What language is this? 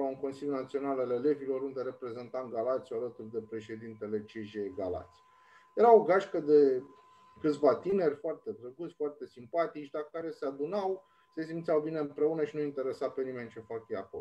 Romanian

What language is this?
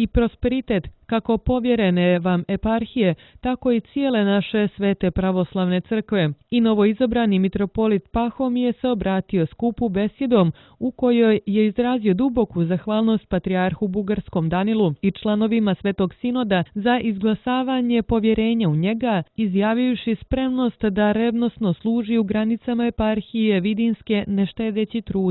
Croatian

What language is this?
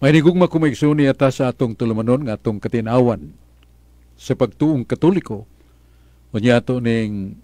Cebuano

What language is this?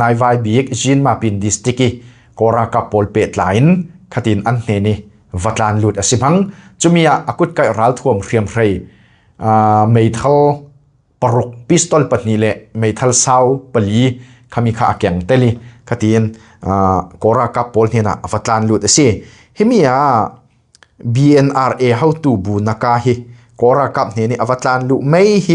Falam Chin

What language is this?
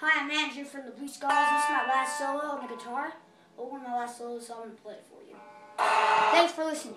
English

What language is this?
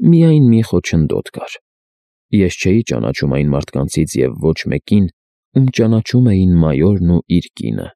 Armenian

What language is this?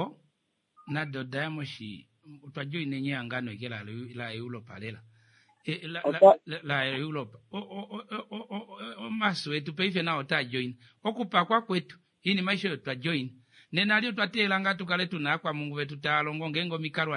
Kuanyama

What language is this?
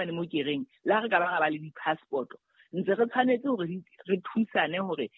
Southern Sotho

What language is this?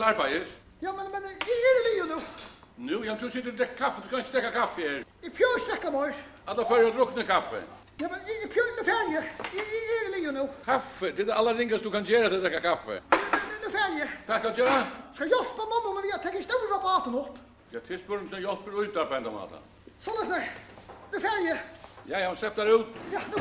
Faroese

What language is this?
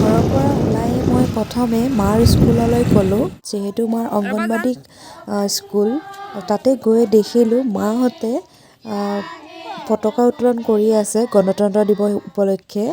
Assamese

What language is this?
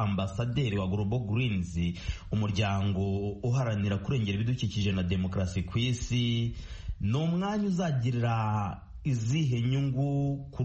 Kinyarwanda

